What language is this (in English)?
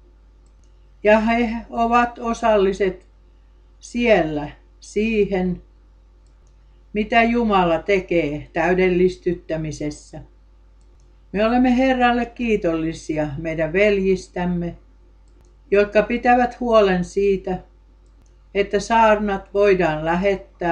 Finnish